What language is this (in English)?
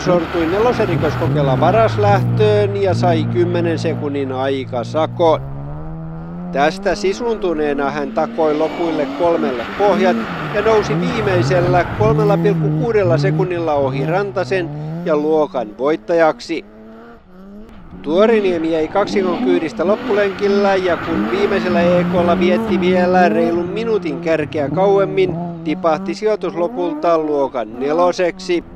Finnish